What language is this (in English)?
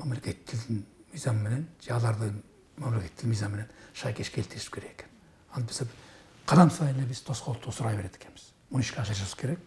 Kyrgyz